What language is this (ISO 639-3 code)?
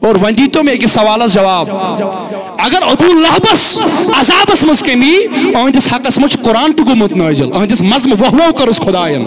kas